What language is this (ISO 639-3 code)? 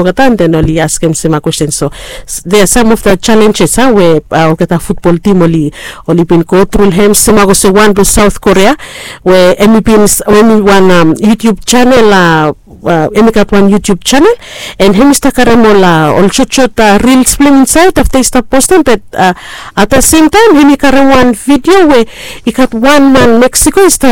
bis